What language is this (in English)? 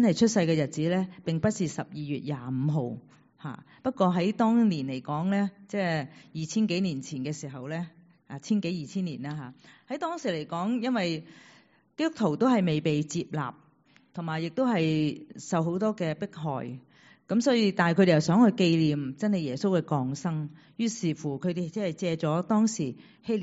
Cantonese